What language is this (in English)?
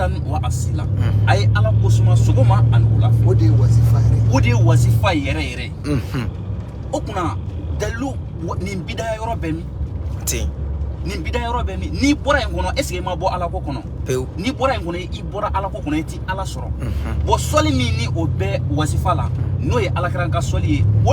Bambara